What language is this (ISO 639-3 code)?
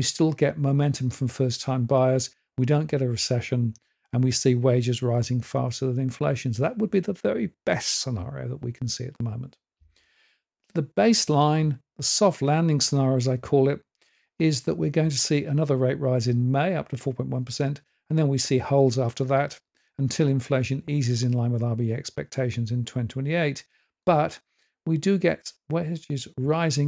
eng